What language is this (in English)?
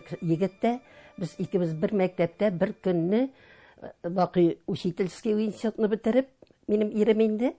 Tatar